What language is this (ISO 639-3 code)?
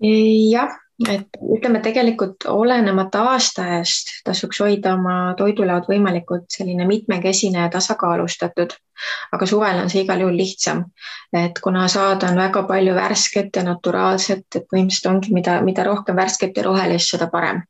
est